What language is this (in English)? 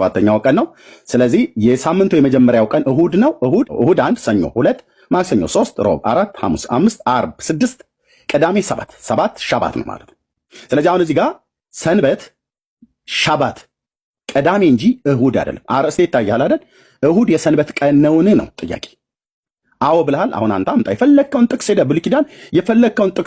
Amharic